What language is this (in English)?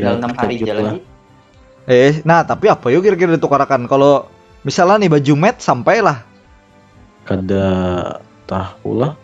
Banjar